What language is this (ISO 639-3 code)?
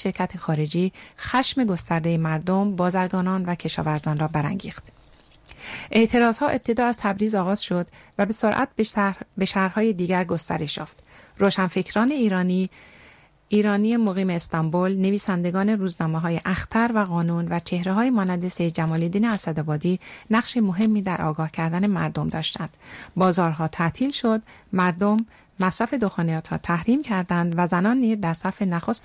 fas